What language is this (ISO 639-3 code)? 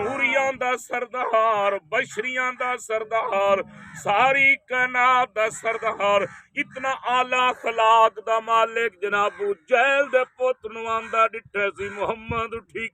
skr